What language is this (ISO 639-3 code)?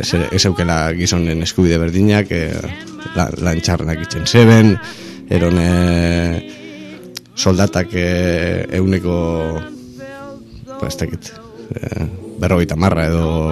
eus